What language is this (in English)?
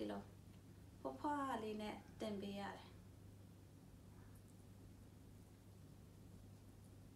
Burmese